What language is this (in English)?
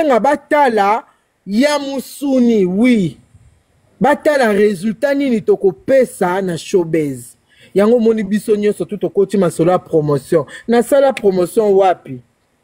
Lingala